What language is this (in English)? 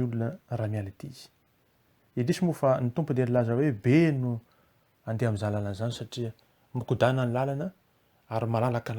Malagasy